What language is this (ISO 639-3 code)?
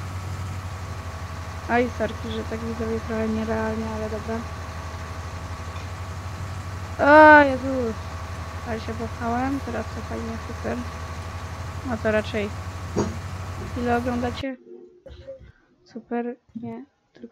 pol